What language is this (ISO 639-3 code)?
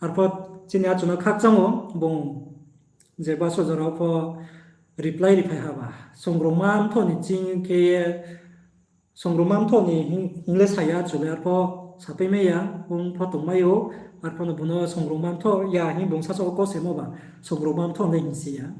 ria